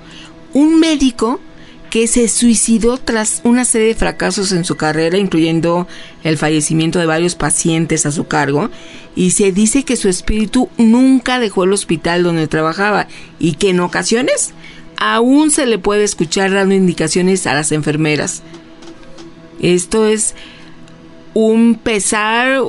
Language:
Spanish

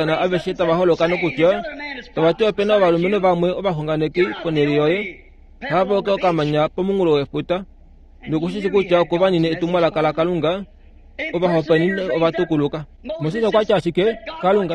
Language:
Kuanyama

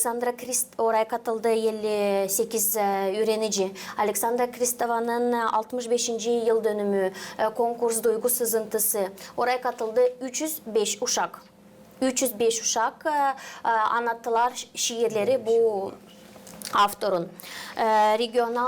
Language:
Gagauz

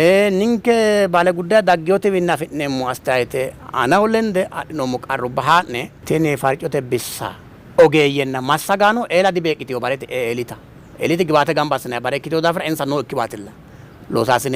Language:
Sidamo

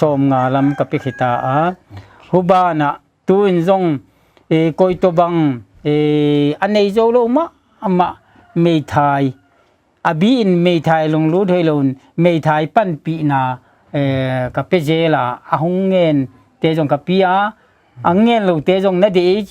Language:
Paite Chin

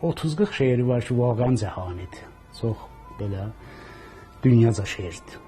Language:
South Azerbaijani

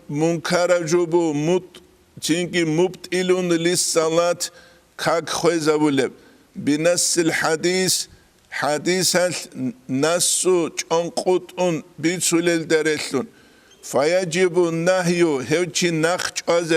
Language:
Avaric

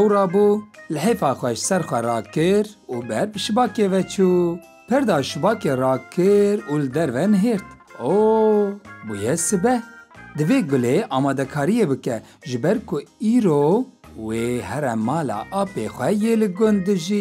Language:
Kurdish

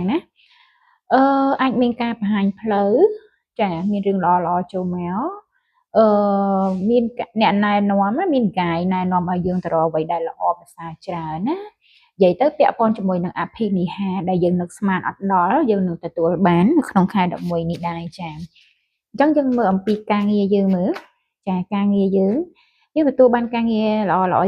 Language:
Khmer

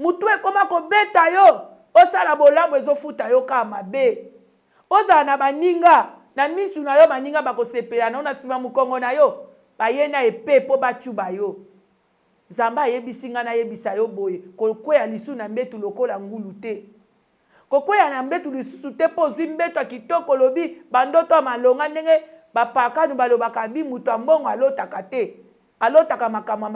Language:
Lingala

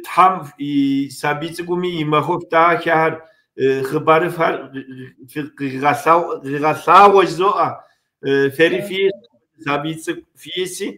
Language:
Kabardian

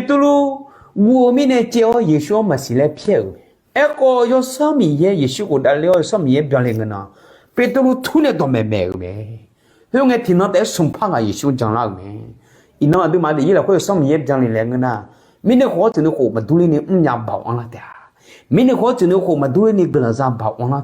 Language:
Akha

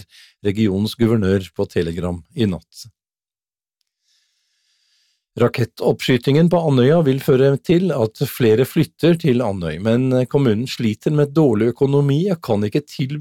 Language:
Norwegian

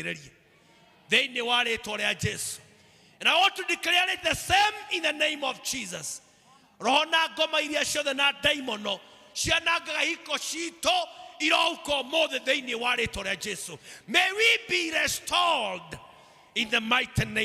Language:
Kikuyu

